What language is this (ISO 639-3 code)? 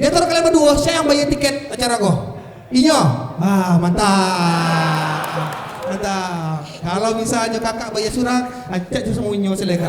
min